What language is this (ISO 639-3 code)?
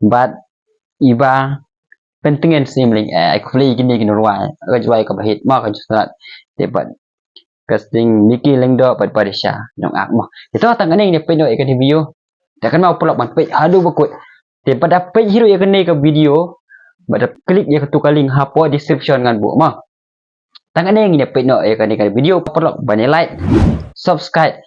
kha